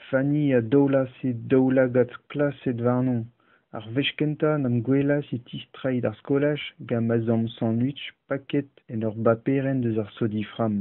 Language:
Breton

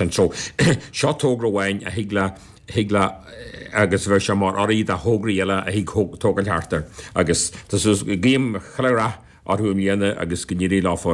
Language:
Irish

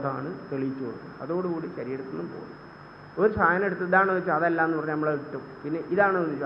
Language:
Malayalam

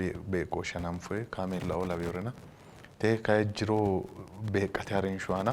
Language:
Sidamo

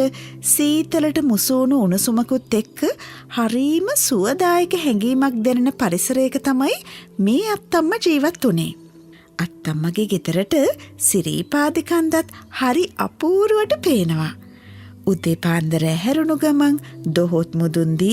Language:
Sinhala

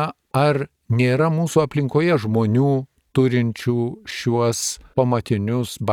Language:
Lithuanian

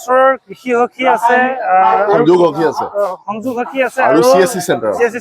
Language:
Assamese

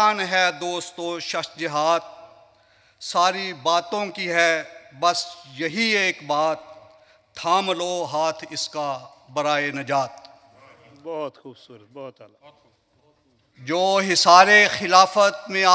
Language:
Urdu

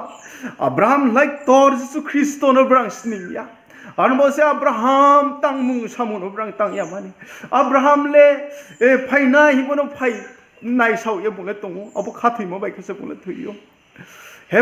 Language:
Riang (India)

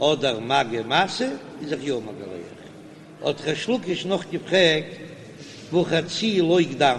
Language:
Yiddish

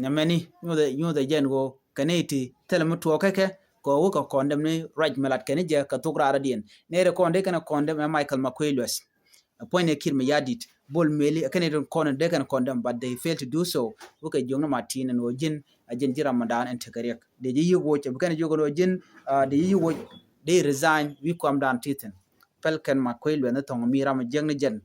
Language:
Nuer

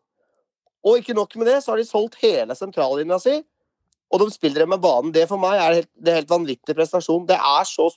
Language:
Norwegian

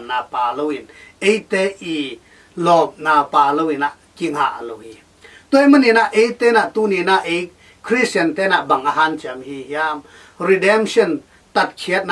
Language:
Tedim Chin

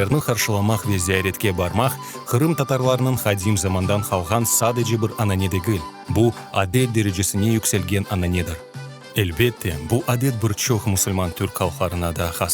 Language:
Crimean Tatar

